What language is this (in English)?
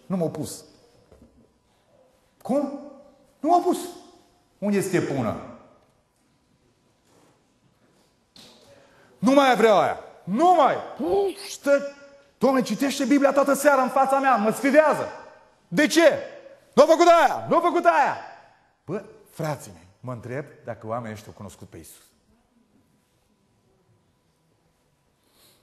Romanian